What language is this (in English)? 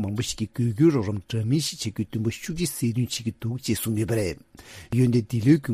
Tibetan